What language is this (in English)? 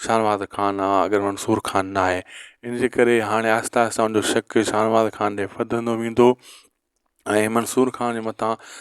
Sindhi